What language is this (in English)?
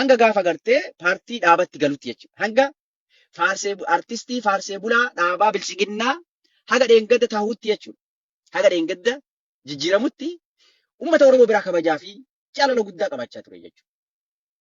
Oromo